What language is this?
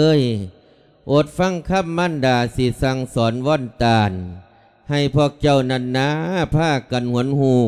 Lao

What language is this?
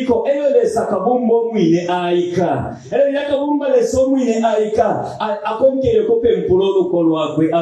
Bemba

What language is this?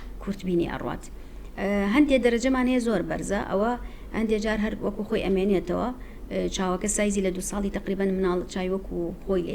Central Kurdish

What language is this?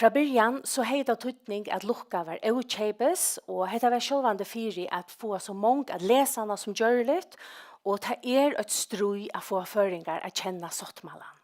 Faroese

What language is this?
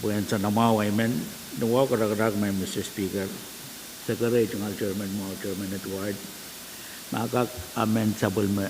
Pohnpeian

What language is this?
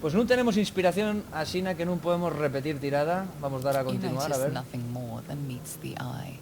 Asturian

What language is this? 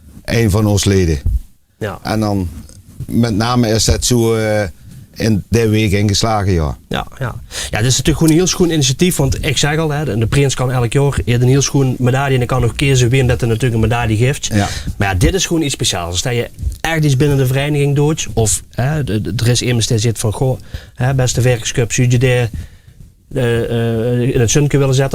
Limburgish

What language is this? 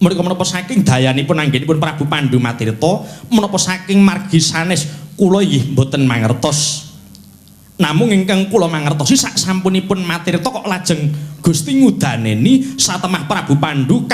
Javanese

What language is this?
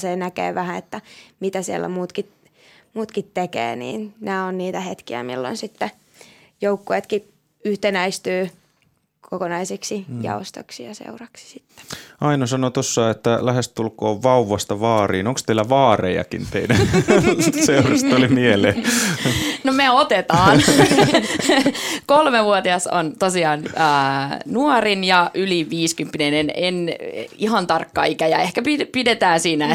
Finnish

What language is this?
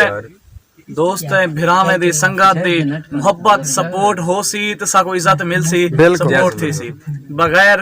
Saraiki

